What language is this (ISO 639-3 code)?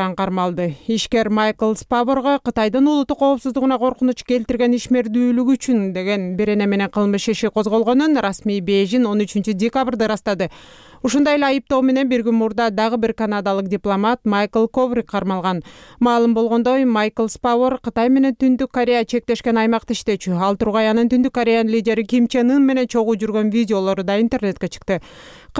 kir